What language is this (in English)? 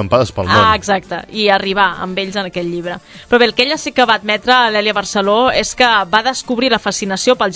Catalan